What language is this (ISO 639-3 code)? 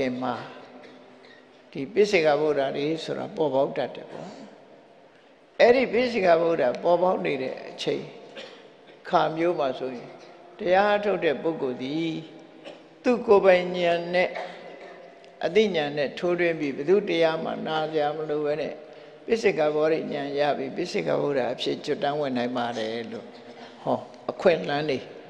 mya